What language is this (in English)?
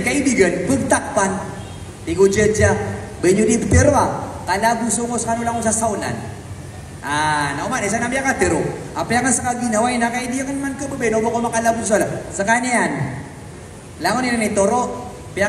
Maranao